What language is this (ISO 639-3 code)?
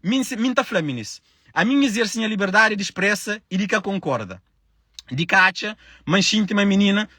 kea